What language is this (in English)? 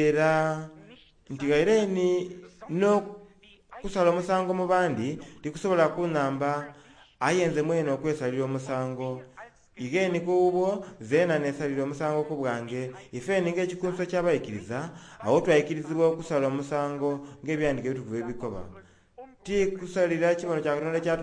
Soga